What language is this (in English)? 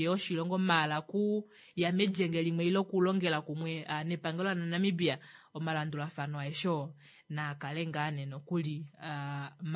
Kuanyama